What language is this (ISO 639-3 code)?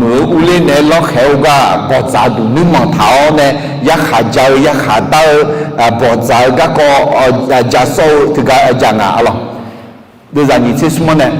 ahk